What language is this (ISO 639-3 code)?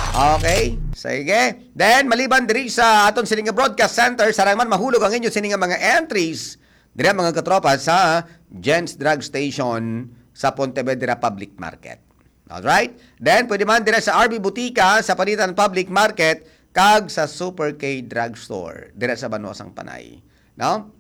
hil